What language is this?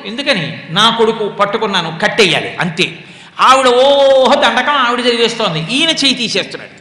Telugu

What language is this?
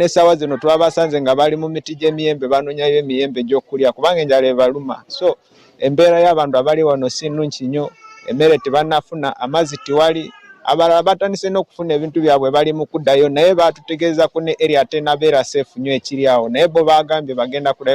Ganda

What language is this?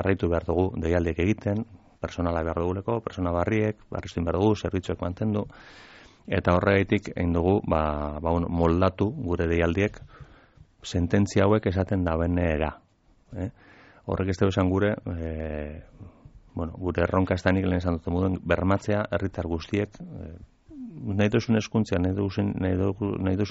Basque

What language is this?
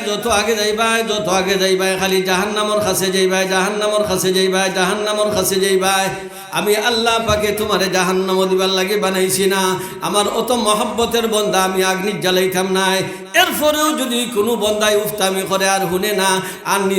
Sylheti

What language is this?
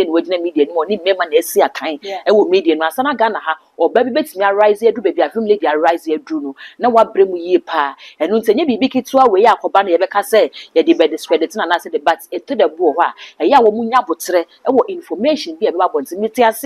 Akan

